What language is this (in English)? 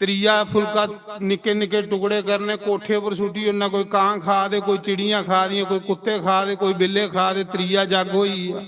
Dogri